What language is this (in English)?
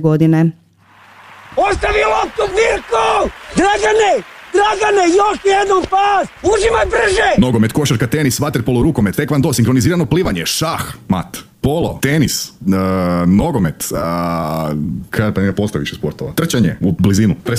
Croatian